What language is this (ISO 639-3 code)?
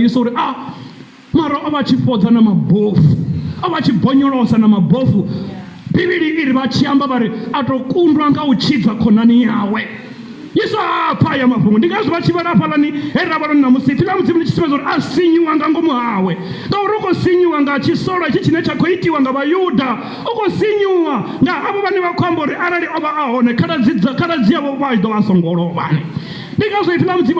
ven